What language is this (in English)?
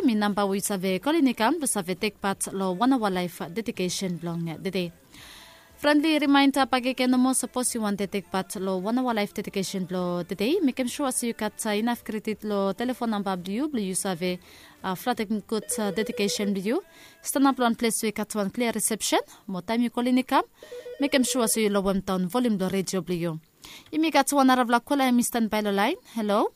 Bislama